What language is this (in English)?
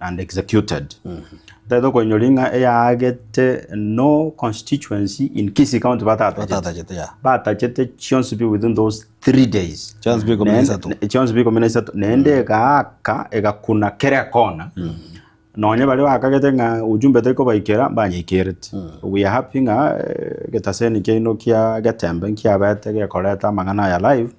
Gusii